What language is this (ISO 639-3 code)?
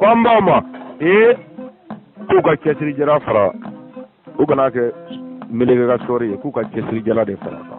bam